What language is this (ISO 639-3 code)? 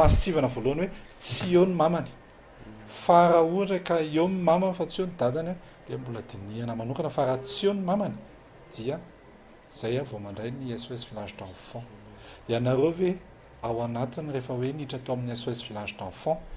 mlg